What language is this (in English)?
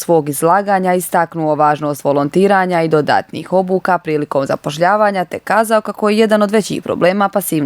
Bosnian